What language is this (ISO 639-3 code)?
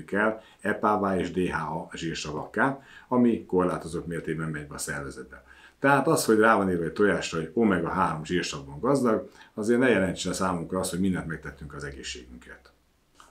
hun